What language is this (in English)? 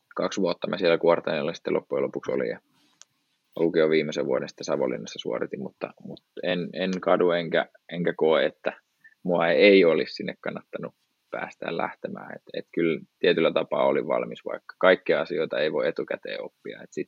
Finnish